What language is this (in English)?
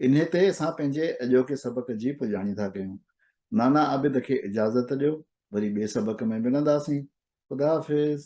Sindhi